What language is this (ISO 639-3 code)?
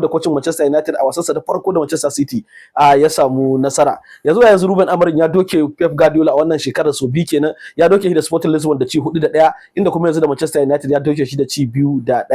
hau